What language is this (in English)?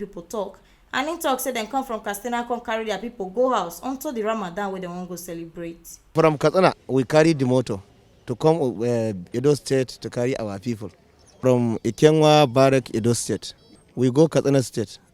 Nigerian Pidgin